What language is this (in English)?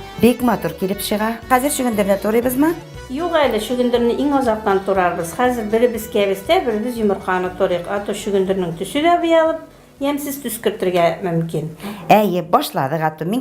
Bashkir